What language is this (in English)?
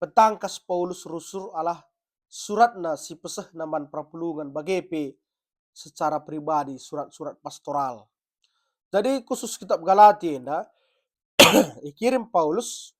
Batak Karo